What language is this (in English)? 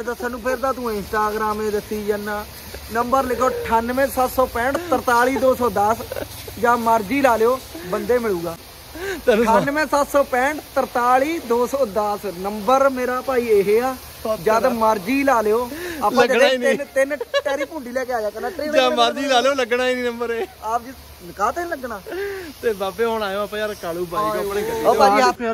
Punjabi